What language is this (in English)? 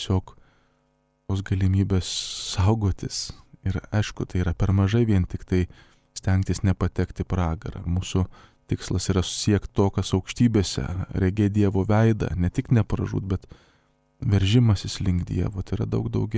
Lithuanian